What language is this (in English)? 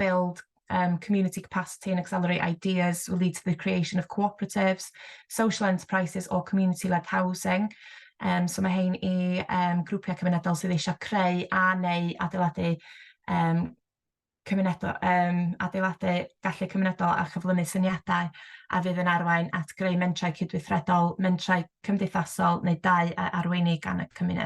Welsh